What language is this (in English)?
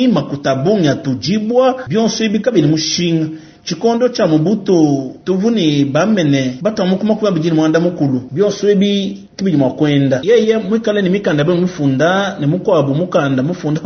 Luba-Lulua